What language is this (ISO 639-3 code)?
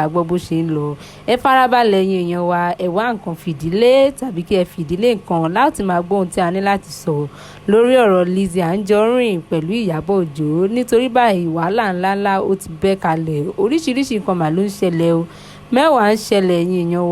yor